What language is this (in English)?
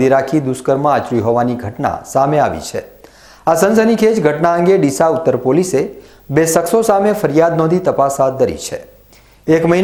Gujarati